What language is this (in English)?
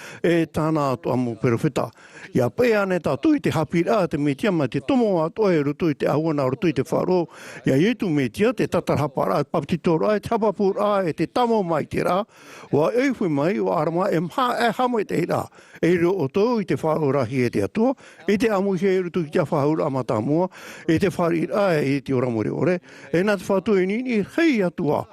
Tahitian